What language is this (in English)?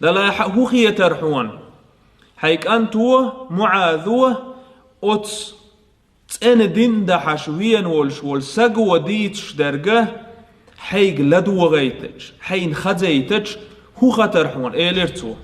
Chechen